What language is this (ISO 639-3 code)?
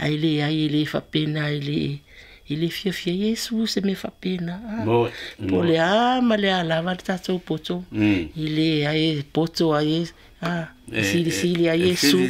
smo